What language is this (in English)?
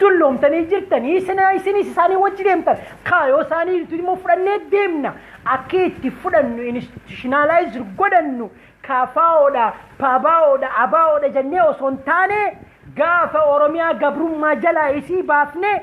Oromo